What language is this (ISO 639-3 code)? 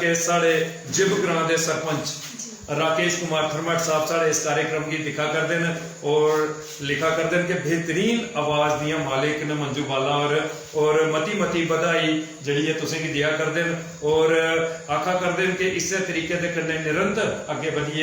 doi